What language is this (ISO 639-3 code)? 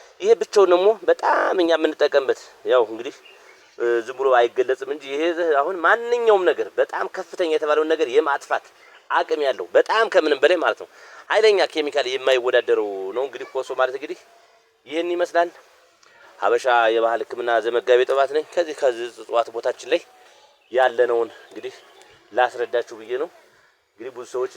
amh